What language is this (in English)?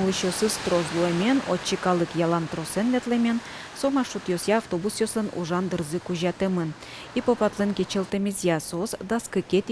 Udmurt